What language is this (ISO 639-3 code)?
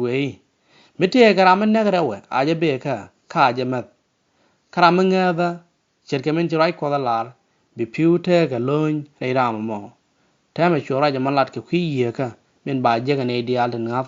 nus